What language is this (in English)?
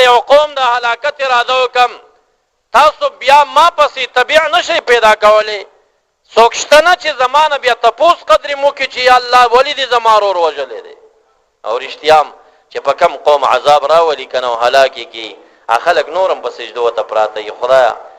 Pashto